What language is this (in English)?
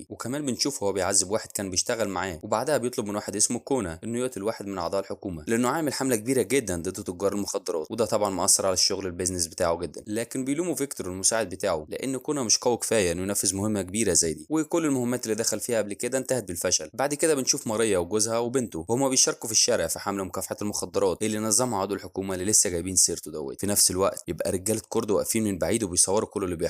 Egyptian Arabic